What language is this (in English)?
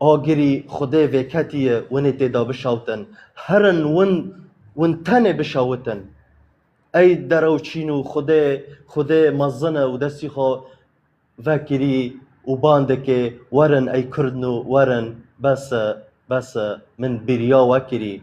Kurdish